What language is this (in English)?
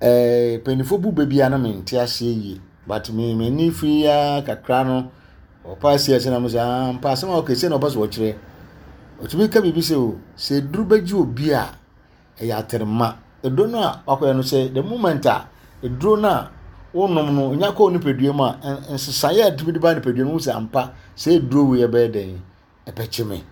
Akan